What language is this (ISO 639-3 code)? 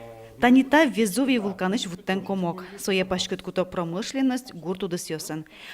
udm